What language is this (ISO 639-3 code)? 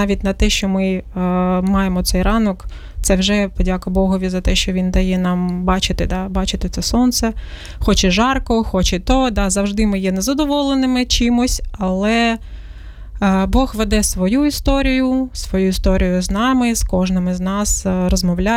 ukr